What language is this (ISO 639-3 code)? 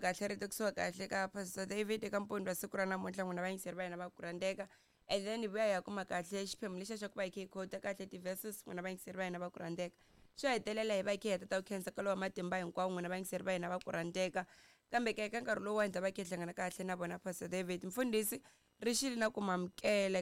tso